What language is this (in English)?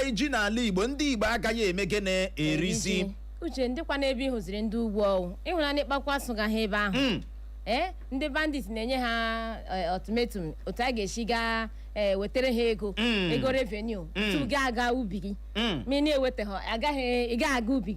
Igbo